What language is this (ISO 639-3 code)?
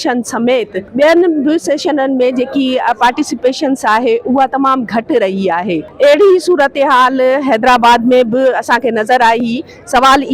snd